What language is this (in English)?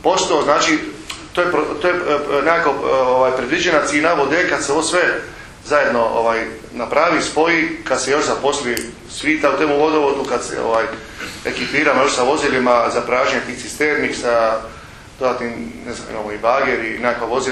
Croatian